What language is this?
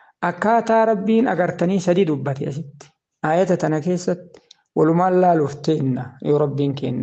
Oromo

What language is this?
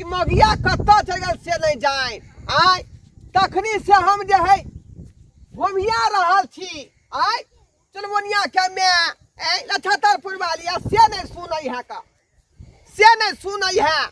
Maithili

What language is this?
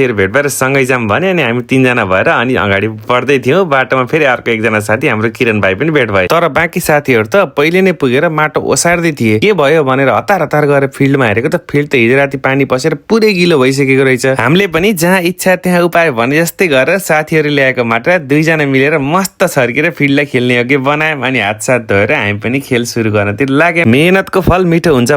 Nepali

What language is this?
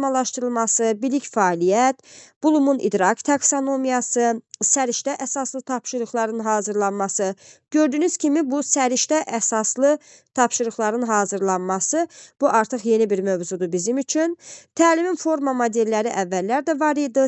Azerbaijani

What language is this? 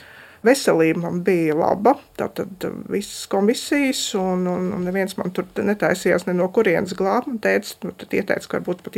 Latvian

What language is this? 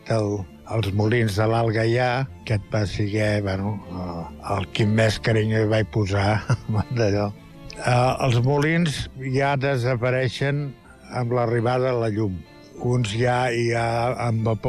Catalan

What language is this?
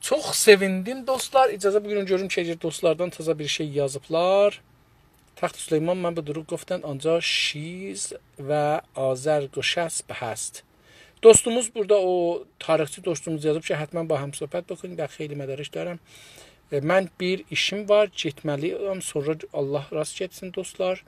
South Azerbaijani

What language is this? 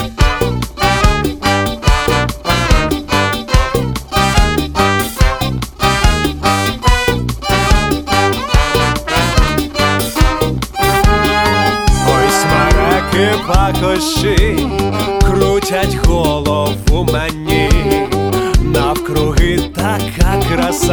Ukrainian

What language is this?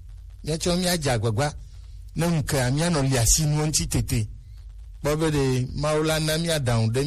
Gen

